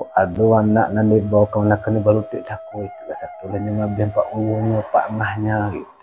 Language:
Minangkabau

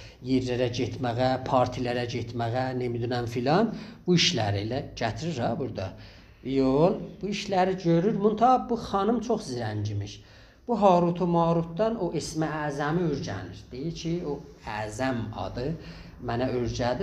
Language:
South Azerbaijani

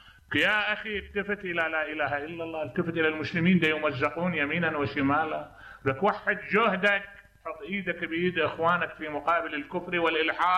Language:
Mesopotamian Arabic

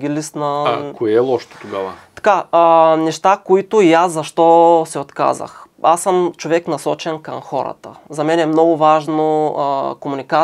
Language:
Bulgarian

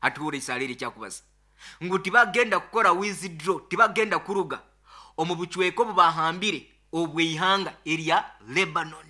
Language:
Nyoro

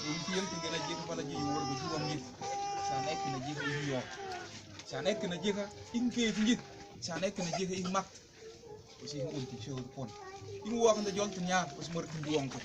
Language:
Mabaan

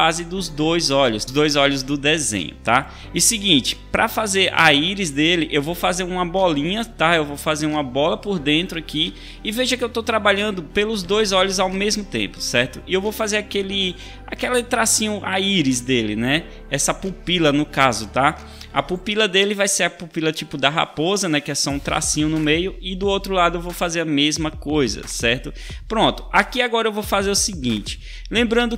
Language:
Portuguese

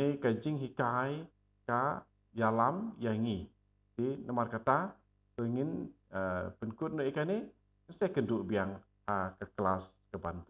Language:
Khasi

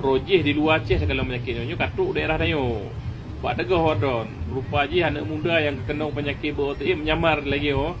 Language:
Achinese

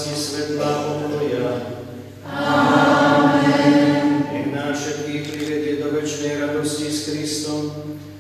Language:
Slovak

